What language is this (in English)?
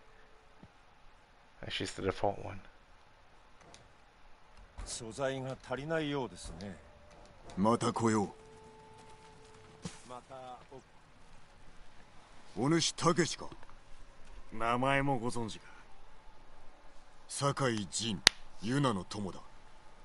Japanese